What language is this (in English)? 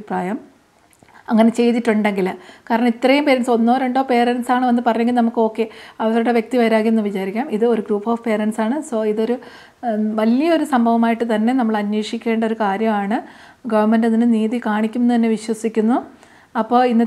Malayalam